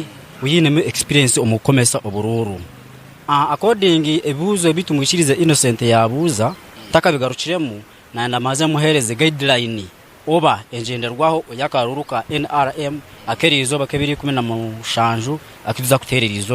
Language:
Nyankole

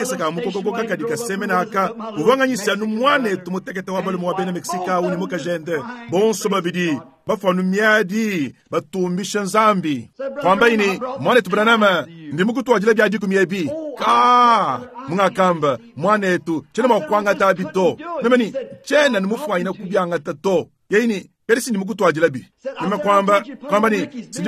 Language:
Luba-Lulua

